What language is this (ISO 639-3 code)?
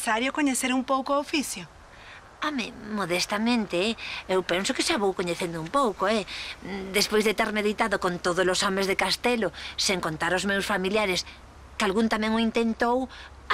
glg